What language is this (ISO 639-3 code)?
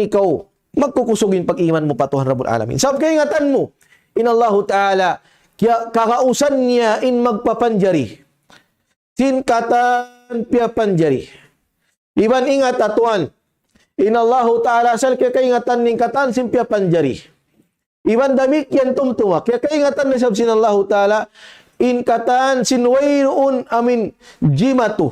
tsg